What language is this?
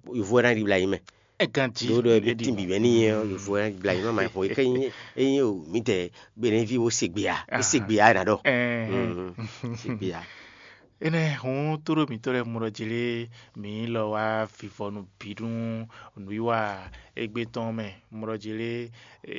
Fon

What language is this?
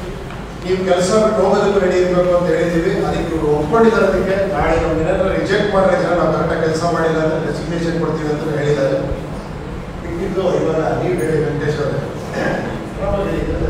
Kannada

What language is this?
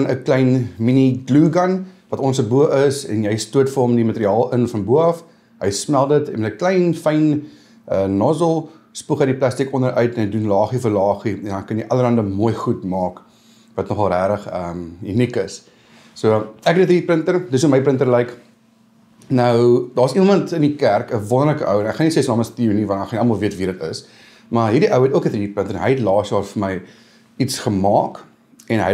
Afrikaans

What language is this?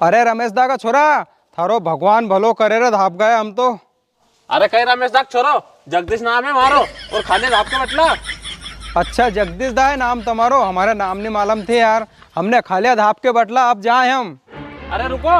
Rajasthani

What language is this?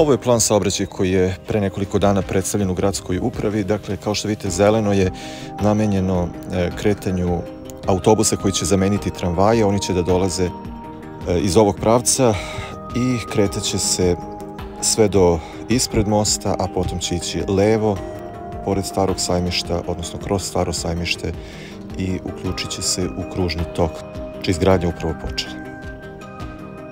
Serbian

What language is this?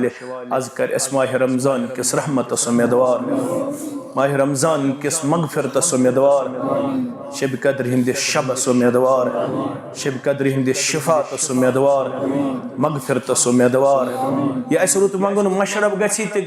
Kashmiri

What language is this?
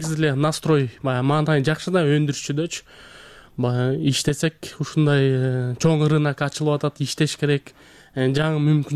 Kyrgyz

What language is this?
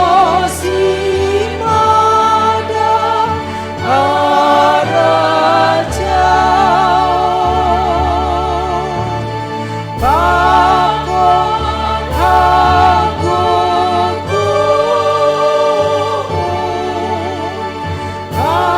Batak Simalungun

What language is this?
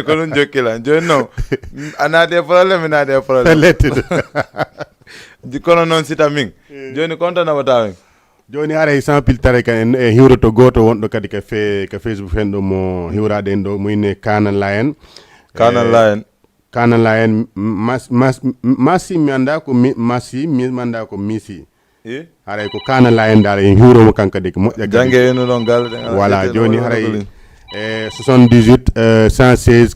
Fula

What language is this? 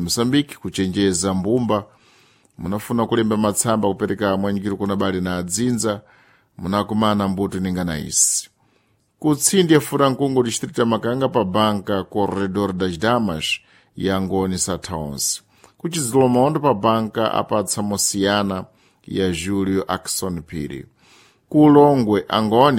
Sena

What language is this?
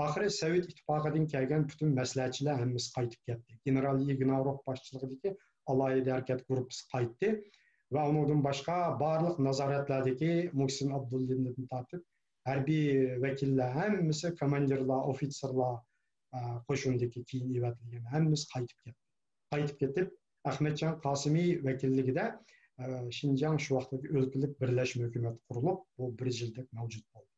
Uyghur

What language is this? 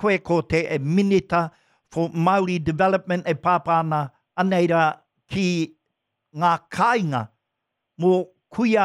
Māori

